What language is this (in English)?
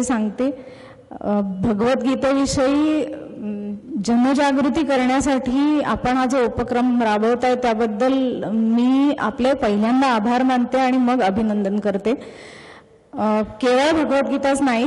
Marathi